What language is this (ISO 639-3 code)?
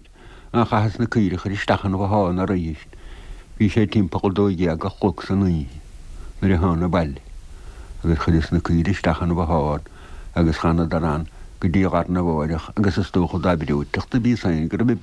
gle